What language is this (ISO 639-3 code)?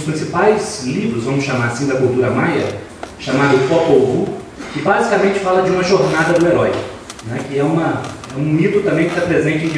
por